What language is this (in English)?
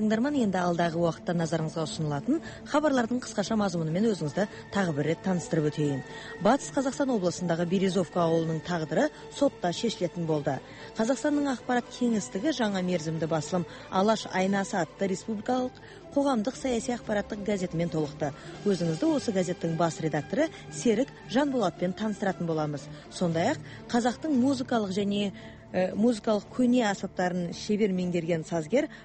Kazakh